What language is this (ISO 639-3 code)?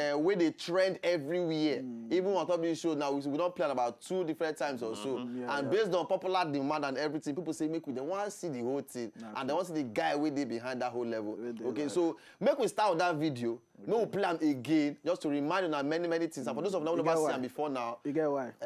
pcm